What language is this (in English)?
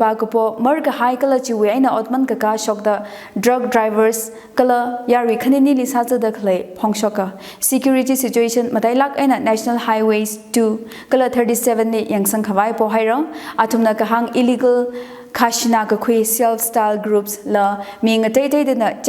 Tangkhul Naga (India)